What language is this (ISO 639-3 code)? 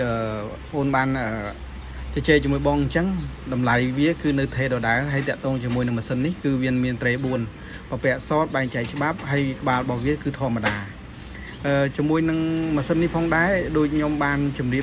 khm